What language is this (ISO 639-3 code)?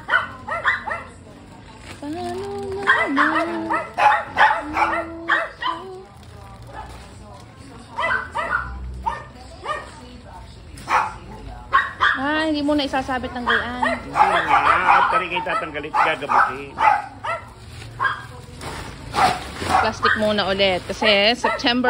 fil